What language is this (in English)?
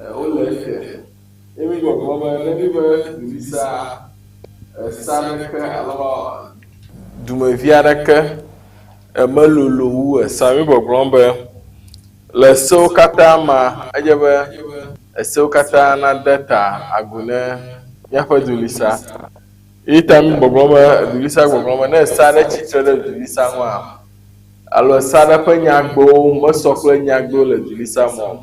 Ewe